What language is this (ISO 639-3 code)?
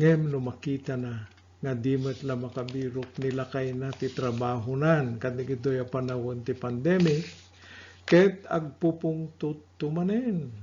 ilo